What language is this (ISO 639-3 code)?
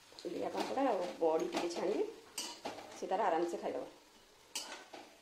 ori